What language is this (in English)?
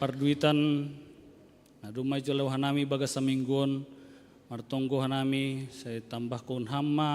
Batak Simalungun